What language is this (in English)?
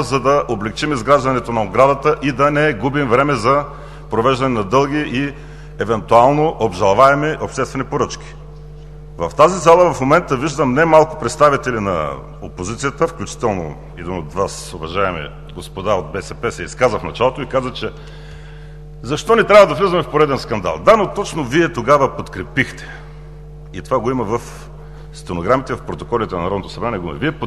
Bulgarian